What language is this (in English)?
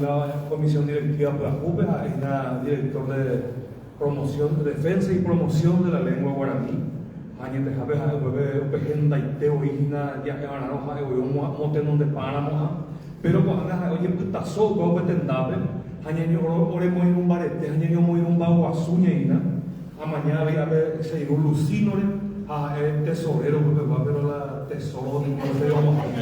Guarani